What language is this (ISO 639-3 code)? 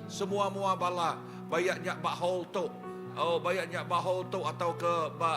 iba